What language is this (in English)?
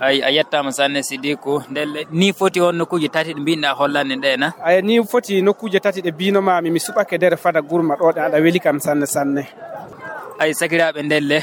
Fula